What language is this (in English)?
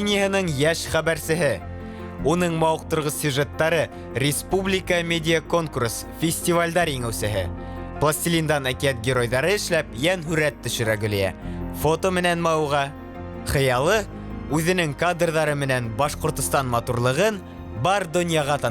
Bashkir